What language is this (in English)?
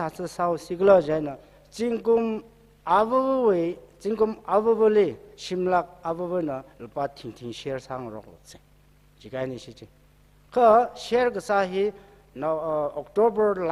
Tangkhul Naga (India)